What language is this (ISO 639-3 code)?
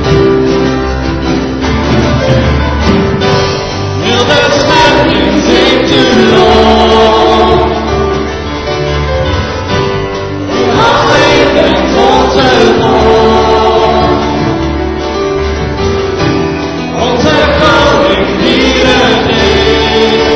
nld